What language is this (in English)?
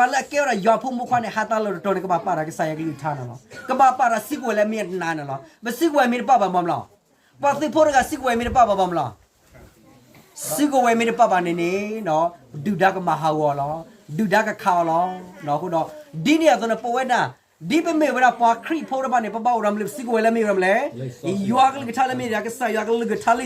S'gaw Karen